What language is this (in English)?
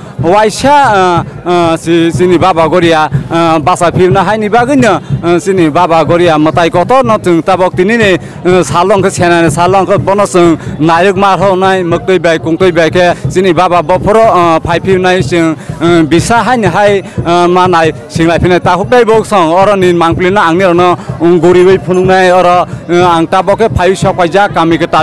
Kok Borok